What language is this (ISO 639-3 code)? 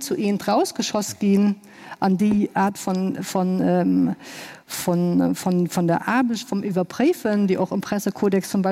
ltz